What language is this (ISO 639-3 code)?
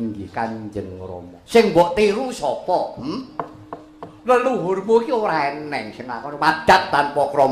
jav